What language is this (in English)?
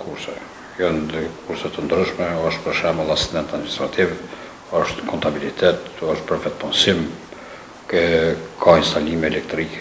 Albanian